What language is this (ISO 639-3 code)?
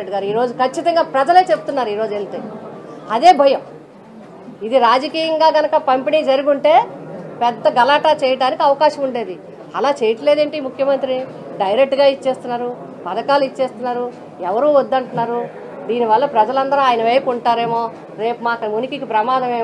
tel